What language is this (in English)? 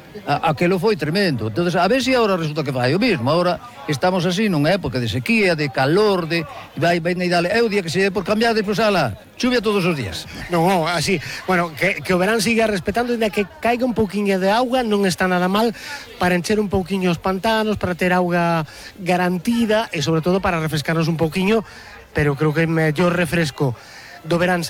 Galician